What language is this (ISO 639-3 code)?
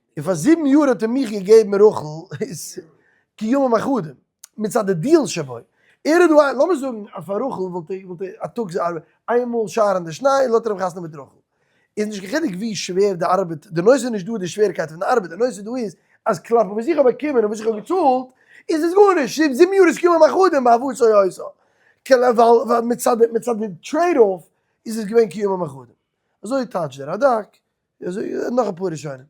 yid